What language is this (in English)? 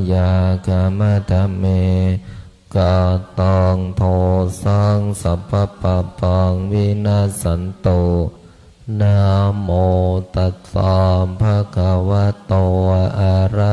Pali